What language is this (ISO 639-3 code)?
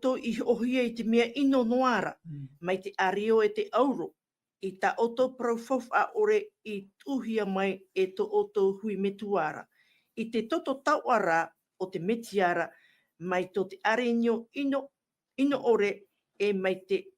tah